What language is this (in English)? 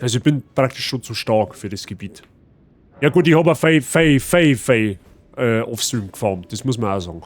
Bavarian